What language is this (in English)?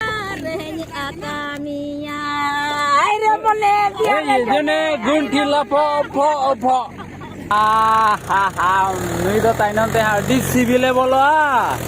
Santali